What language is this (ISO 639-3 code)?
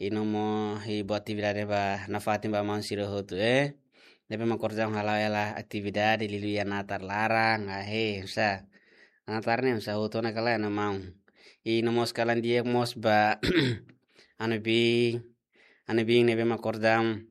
tet